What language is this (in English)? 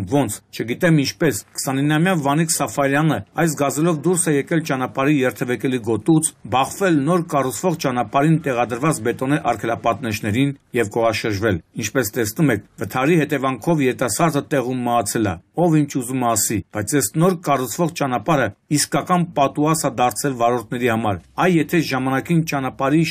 Armenian